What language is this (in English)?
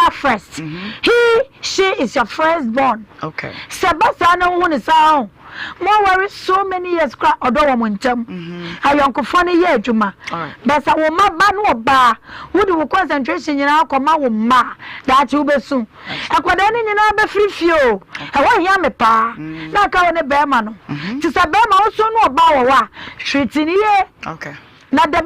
Akan